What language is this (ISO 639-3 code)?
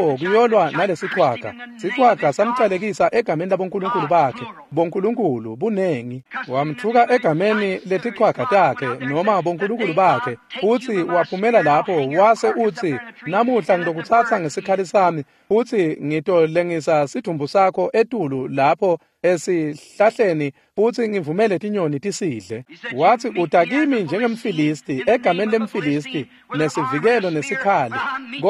ssw